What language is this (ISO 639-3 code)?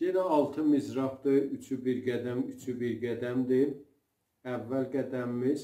azb